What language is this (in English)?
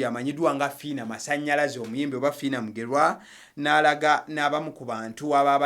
Ganda